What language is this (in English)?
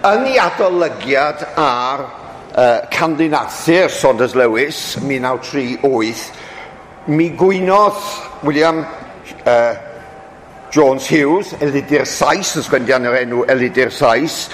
Welsh